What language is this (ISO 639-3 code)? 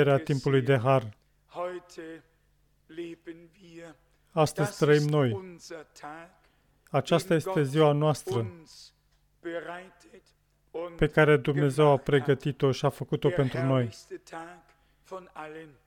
ron